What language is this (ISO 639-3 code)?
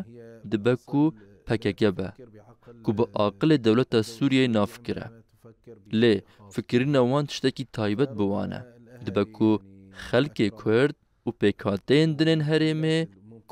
kur